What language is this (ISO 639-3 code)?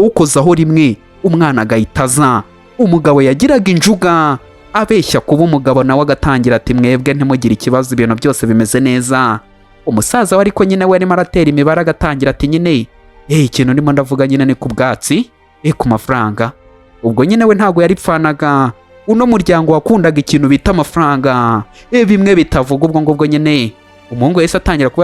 kin